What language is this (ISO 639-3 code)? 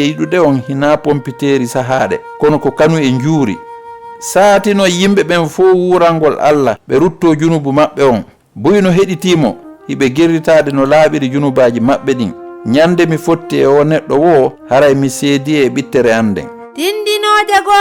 ful